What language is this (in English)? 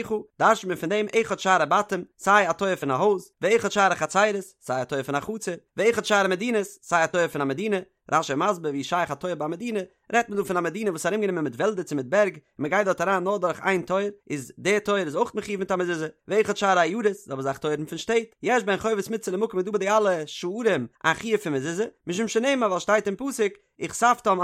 Yiddish